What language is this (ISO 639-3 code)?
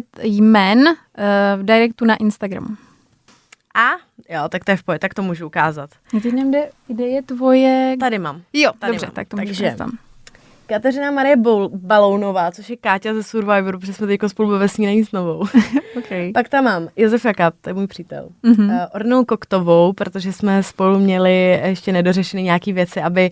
ces